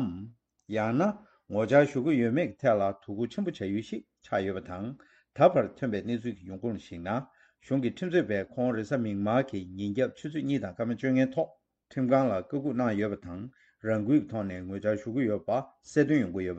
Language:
Tibetan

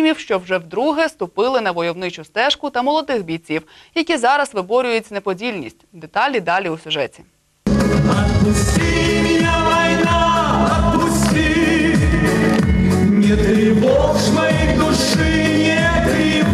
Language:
Ukrainian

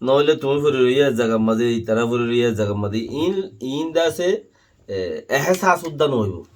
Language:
Rohingya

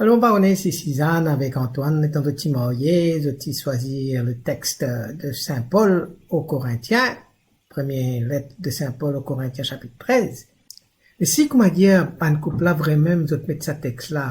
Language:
Morisyen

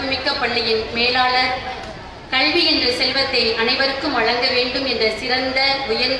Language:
Tamil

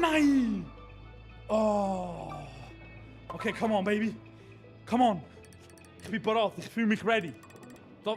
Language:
Swiss German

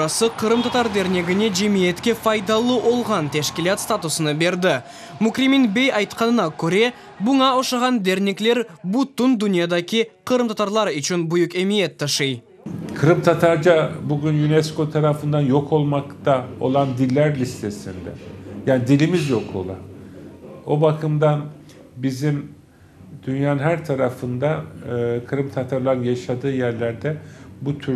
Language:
Crimean Tatar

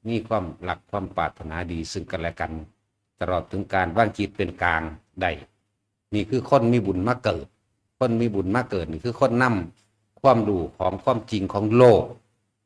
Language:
Northeastern Thai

